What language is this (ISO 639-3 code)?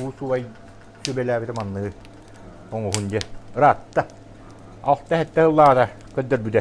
sah